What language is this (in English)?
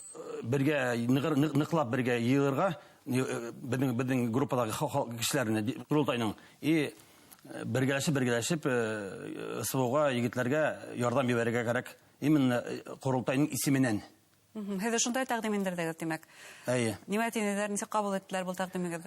Bashkir